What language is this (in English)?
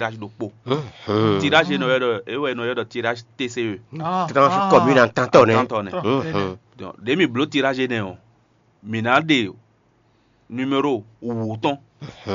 Fon